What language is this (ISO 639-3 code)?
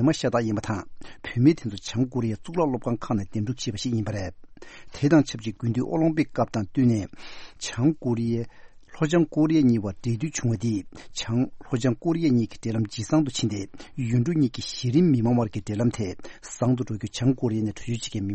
bod